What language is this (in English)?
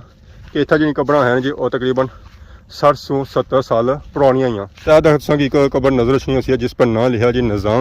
Pahari-Potwari